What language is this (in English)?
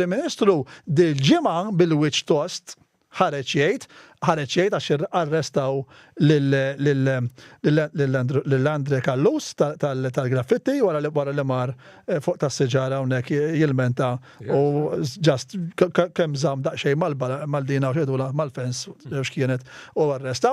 Maltese